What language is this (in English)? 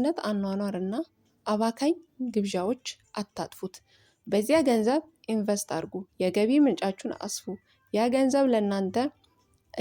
Amharic